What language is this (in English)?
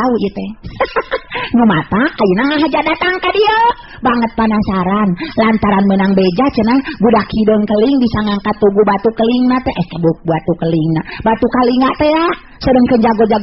Sundanese